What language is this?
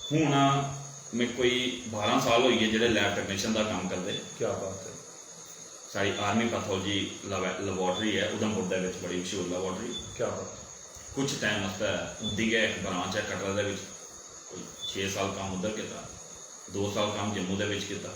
Dogri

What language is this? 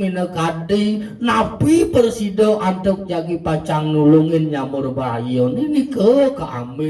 Balinese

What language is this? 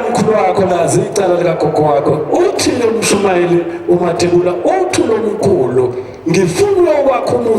Zulu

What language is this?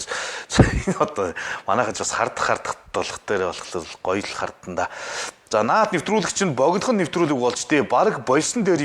Mongolian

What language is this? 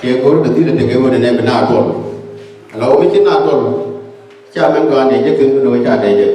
Nuer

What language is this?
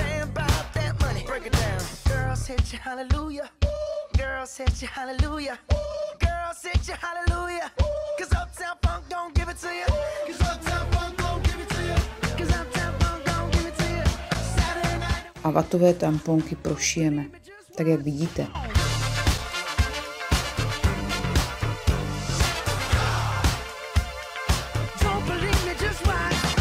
Czech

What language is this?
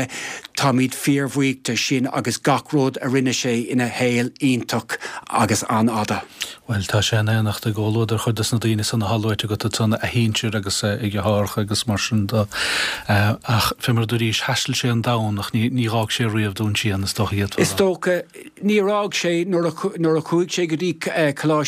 Irish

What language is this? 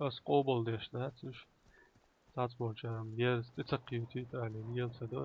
Chechen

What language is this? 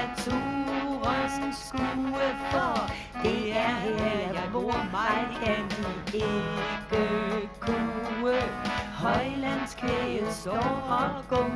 Danish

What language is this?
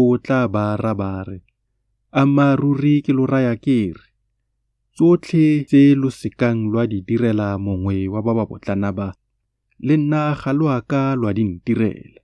Tswana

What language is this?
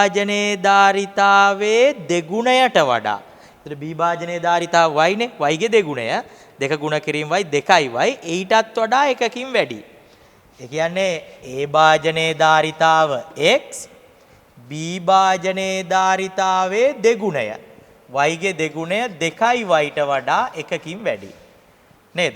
Sinhala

